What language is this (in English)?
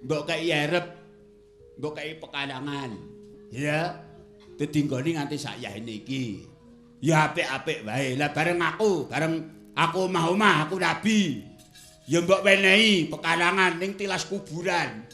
Javanese